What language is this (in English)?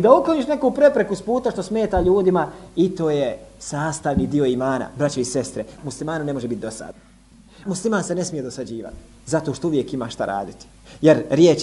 Bosnian